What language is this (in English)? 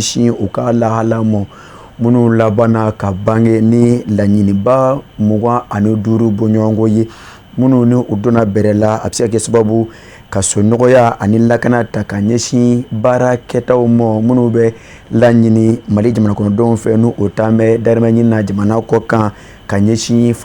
Bambara